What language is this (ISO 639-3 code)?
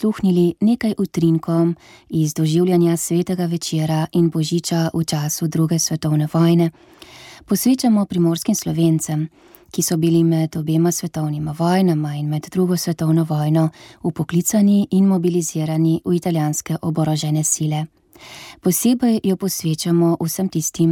slv